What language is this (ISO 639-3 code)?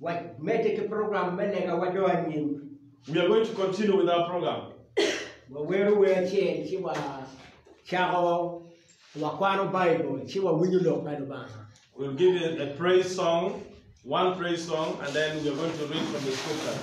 ach